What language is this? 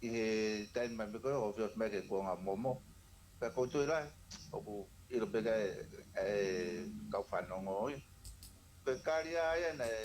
Tongan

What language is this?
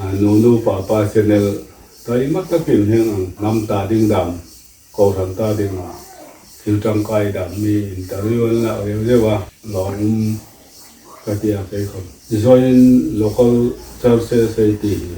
Hmar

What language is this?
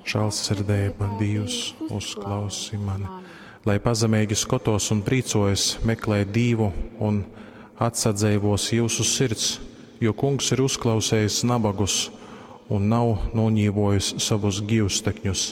Latgalian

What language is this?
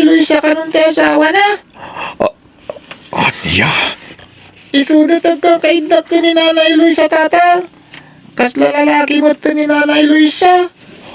Iloko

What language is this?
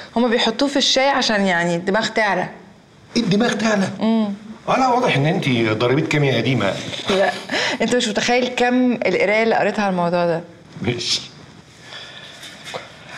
Egyptian Arabic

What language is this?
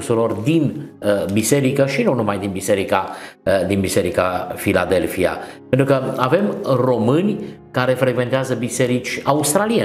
Romanian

